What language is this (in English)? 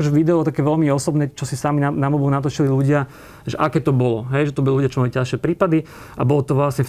Slovak